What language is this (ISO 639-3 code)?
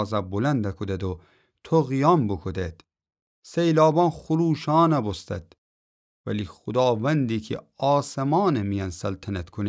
glk